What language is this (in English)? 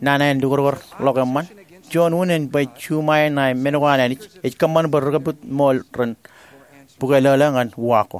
Marshallese